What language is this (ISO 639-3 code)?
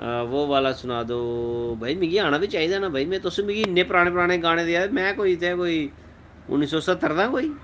doi